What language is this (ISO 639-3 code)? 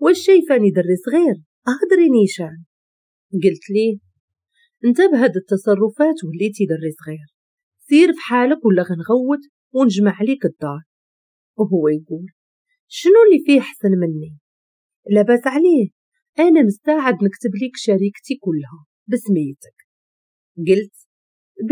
ary